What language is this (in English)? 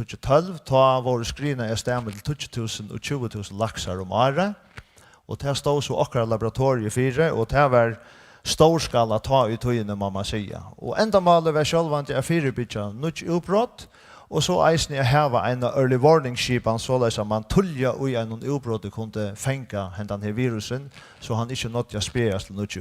Faroese